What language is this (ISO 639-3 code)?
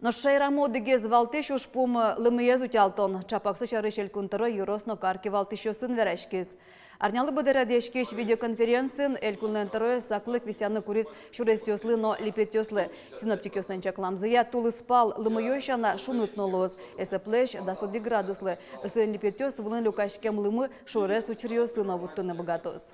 udm